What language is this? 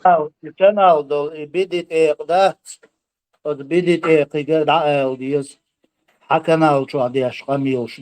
Chechen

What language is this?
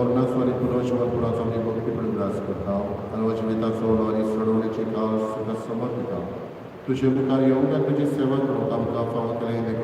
Konkani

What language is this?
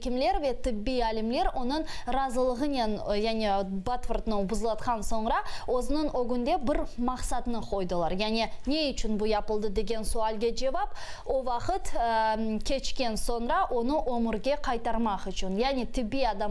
Crimean Tatar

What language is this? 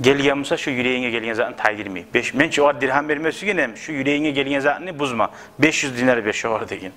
Kumyk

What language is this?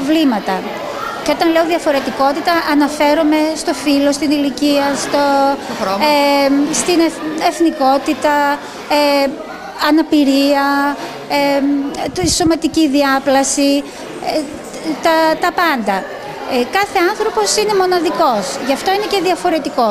Greek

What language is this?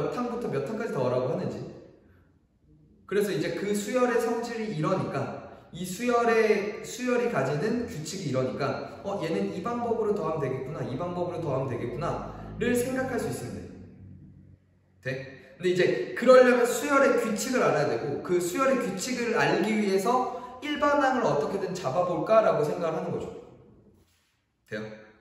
Korean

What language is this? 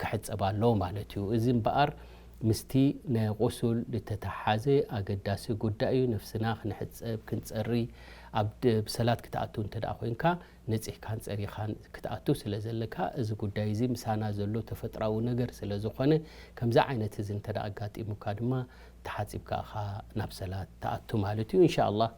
Tigrinya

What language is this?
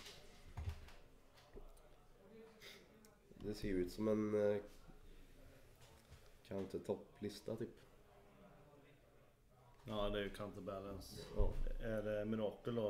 Swedish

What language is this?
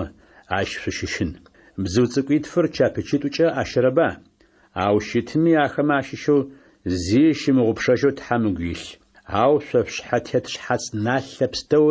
Adyghe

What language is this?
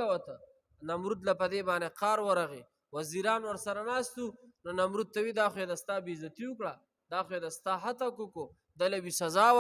Pashto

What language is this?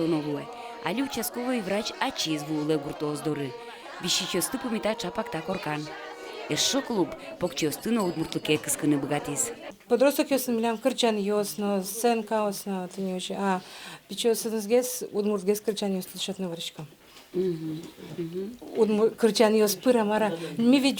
Udmurt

